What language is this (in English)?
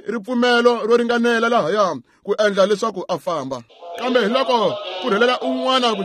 Tsonga